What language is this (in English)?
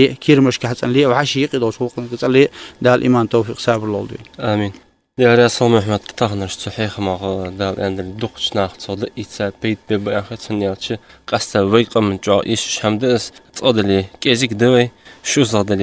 Ingush